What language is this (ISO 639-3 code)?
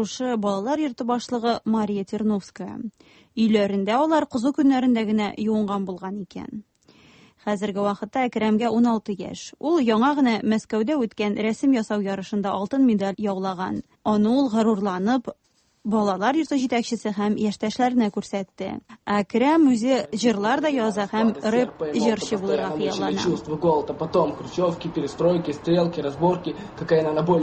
tat